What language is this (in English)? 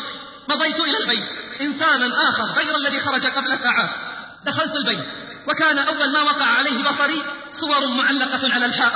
Arabic